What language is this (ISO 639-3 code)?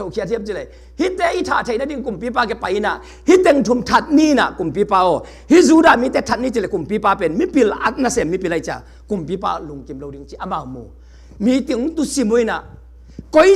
ctd